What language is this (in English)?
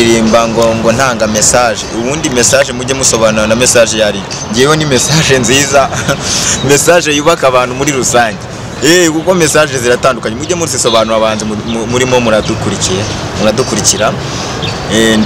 Kinyarwanda